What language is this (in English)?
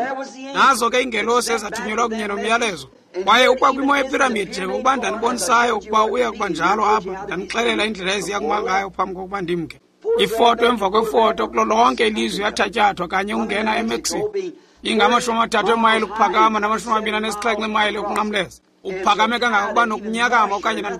Xhosa